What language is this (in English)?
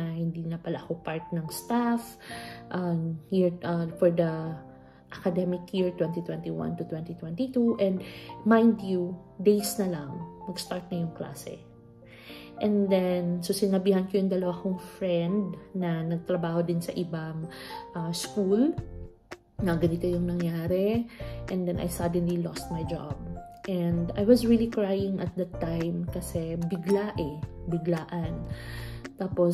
Filipino